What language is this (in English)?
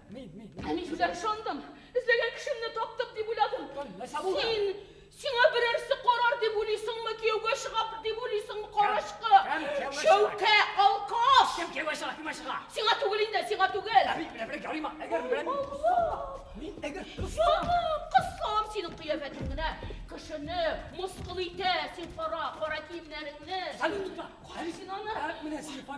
Tatar